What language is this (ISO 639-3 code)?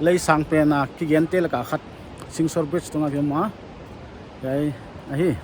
pck